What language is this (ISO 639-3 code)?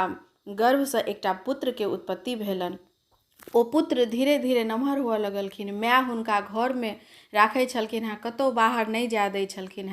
mai